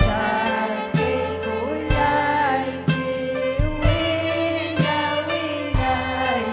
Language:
Ayacucho Quechua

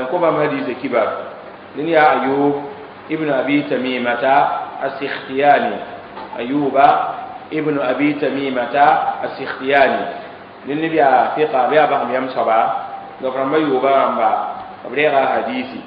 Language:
Mossi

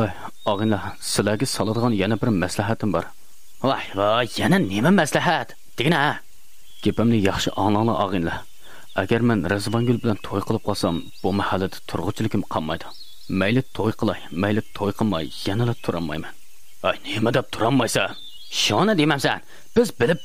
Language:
Uyghur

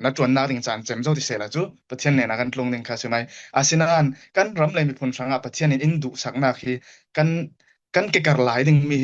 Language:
Falam Chin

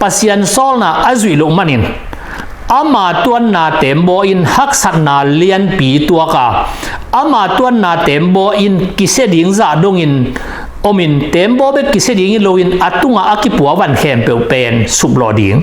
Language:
Tedim Chin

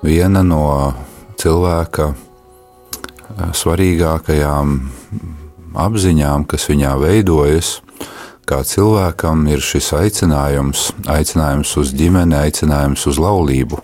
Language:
Latvian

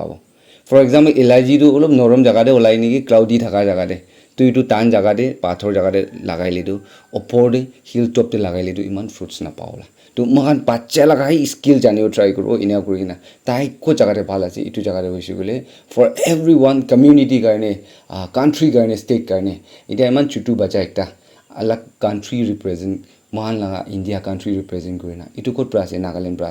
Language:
Naga Pidgin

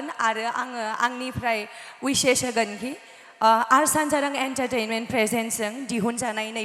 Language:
Bodo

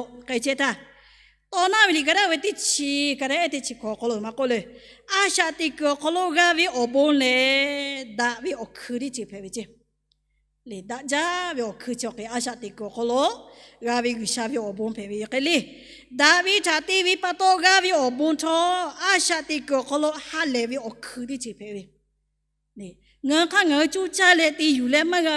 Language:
Lahu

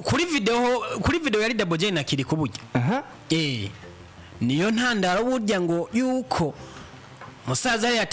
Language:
Rundi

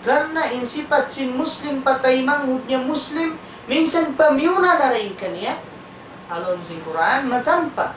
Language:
Tausug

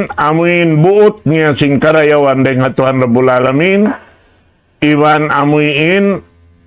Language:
Tausug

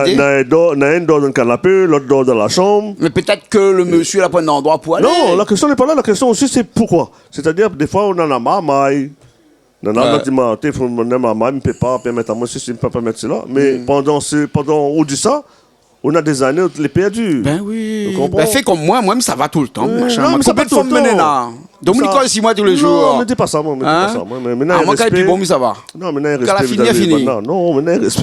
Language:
Réunion Creole French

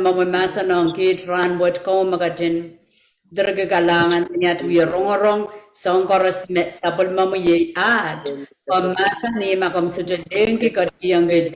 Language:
Pohnpeian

